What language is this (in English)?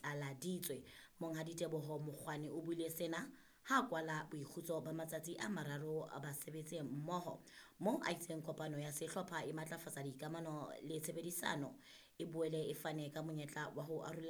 Southern Sotho